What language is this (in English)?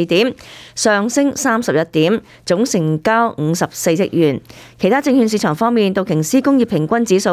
Cantonese